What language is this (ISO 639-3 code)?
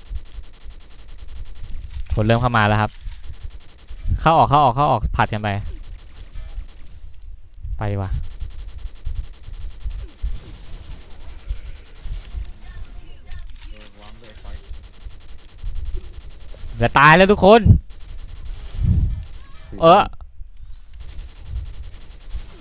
tha